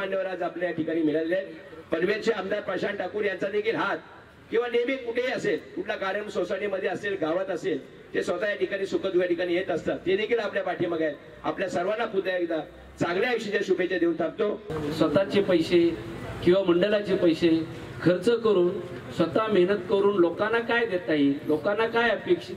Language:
Marathi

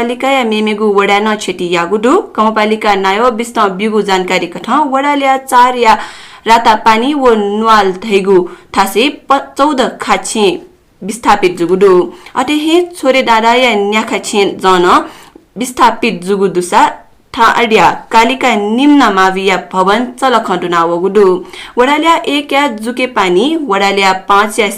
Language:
Newari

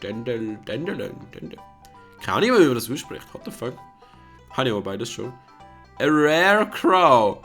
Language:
Swiss German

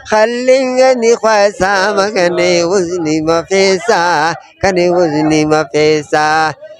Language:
Brahui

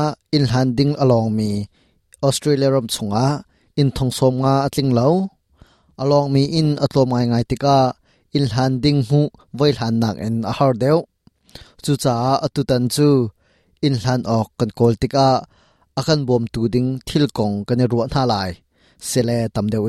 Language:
Hakha Chin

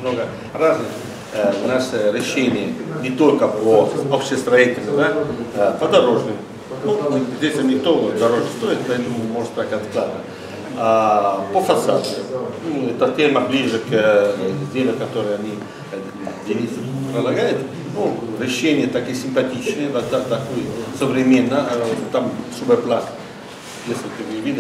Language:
Russian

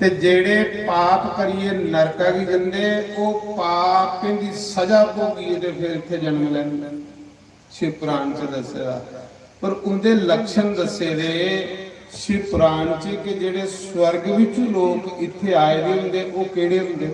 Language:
Dogri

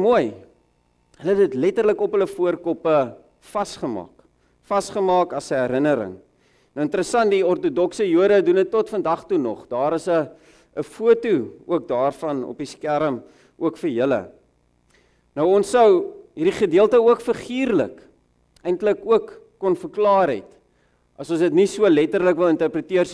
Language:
Afrikaans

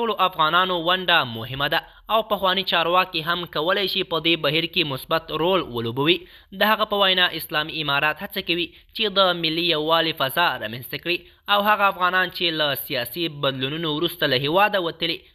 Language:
Pashto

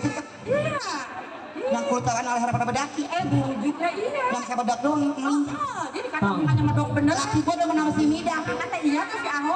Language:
Betawi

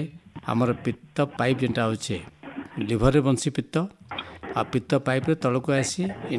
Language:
Odia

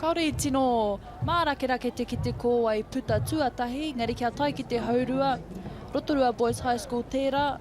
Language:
Māori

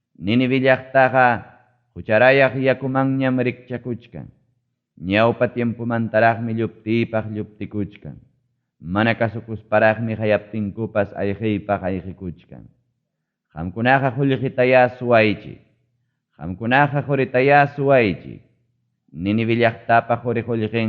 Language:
Ayacucho Quechua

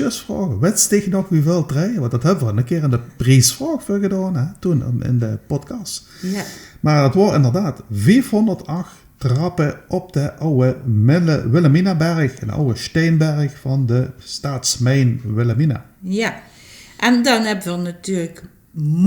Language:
Limburgish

